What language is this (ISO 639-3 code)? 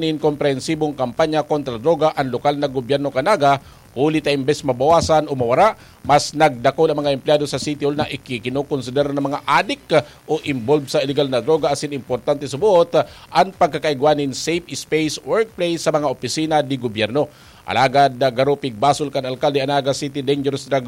bik